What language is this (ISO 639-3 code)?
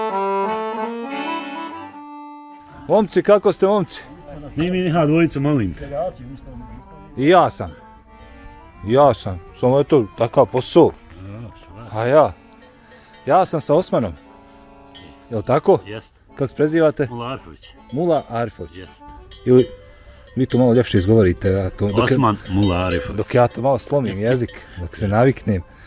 bos